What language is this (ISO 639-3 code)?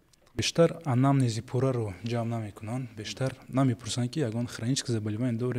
tgk